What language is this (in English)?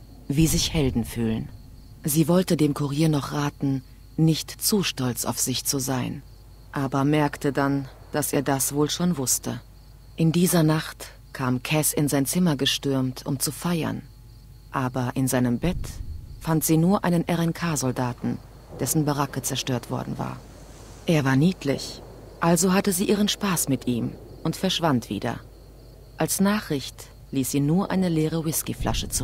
German